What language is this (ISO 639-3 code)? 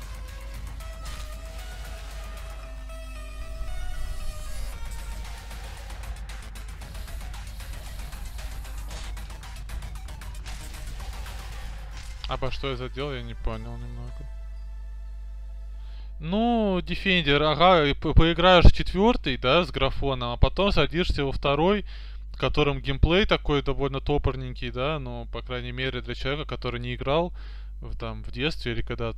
rus